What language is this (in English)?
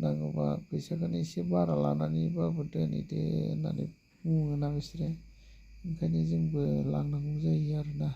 Bodo